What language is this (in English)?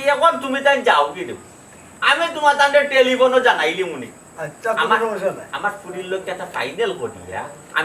Sylheti